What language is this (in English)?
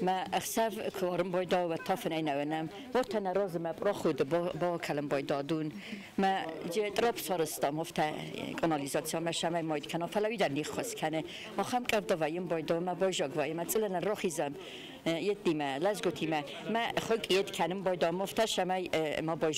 Ossetic